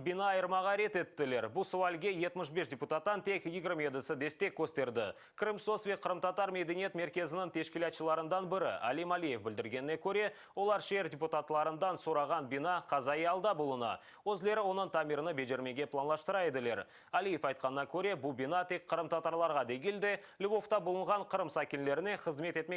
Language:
Crimean Tatar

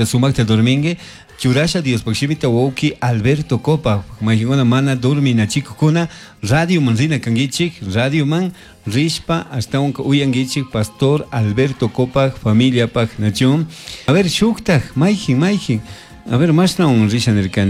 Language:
Chimborazo Highland Quichua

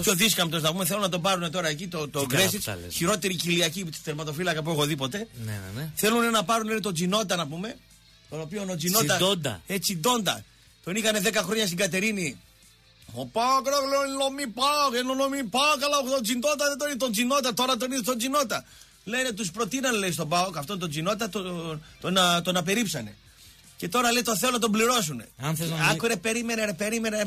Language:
Greek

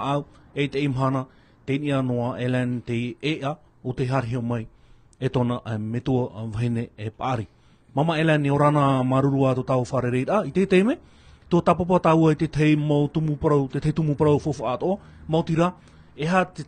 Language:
Tahitian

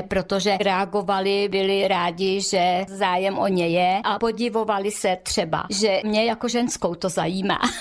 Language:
Czech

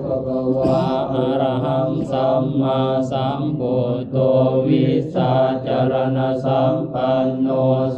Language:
Lao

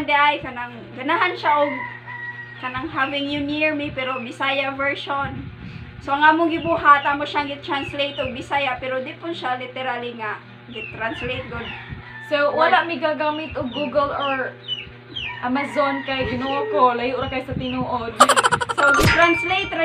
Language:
Cebuano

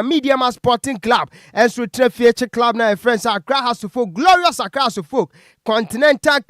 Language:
Akan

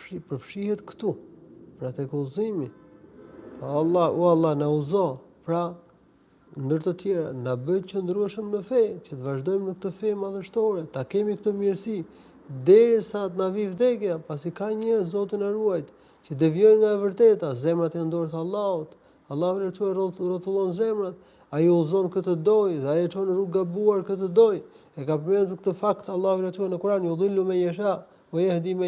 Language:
Albanian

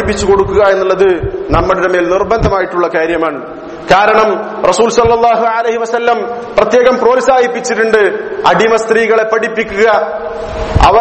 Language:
Malayalam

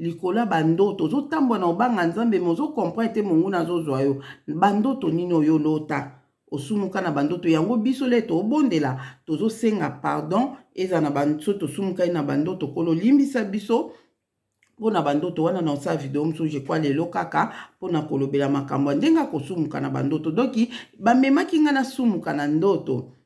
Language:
Lingala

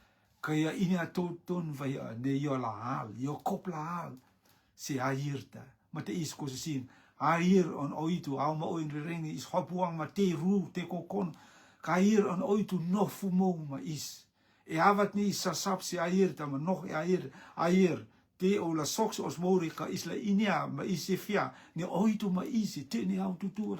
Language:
Rotuman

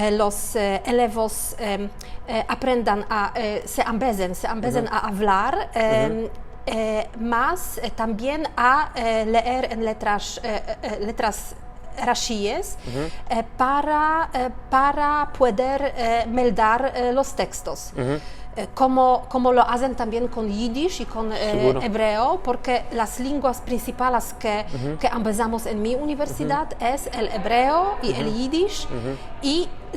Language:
Ladino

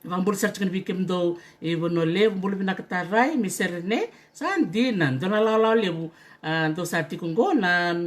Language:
Fijian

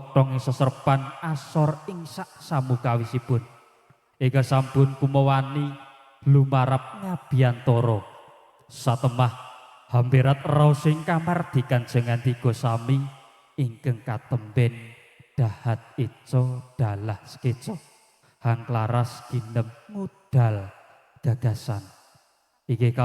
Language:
Javanese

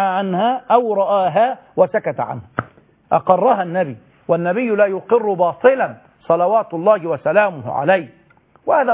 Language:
Arabic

